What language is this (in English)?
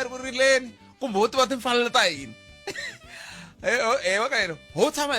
Tsonga